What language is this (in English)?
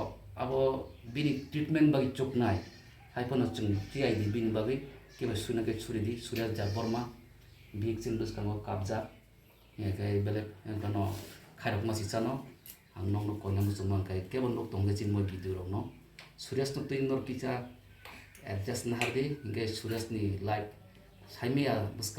Kok Borok